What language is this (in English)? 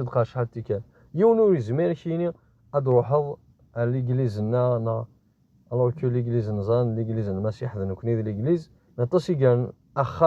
Kabyle